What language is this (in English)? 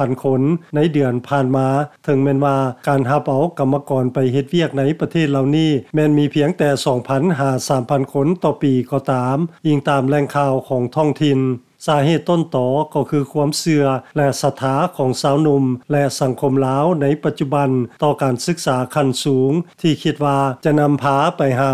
Lao